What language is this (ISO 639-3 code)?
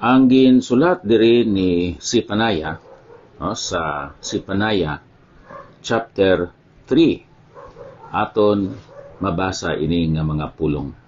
hil